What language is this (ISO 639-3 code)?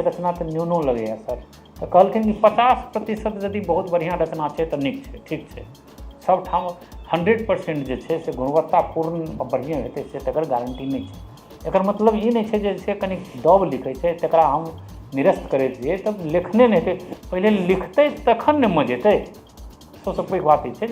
mai